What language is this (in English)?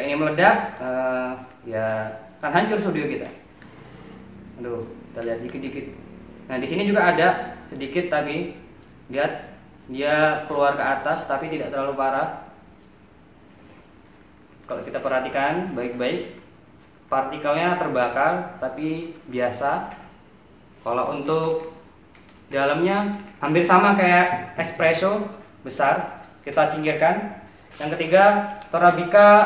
Indonesian